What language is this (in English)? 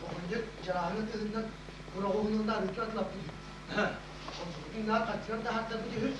Yakut